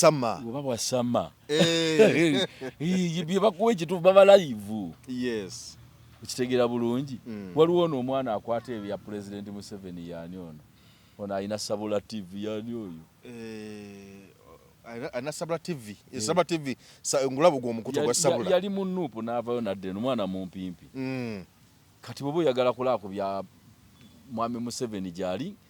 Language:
Ganda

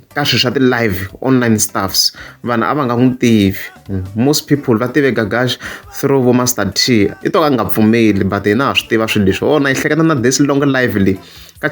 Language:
Tsonga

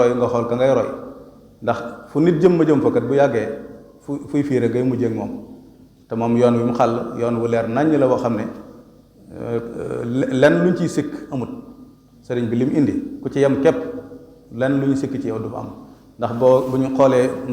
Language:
Wolof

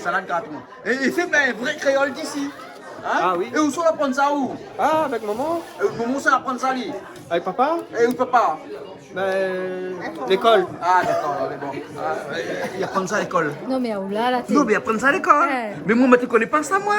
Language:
Réunion Creole French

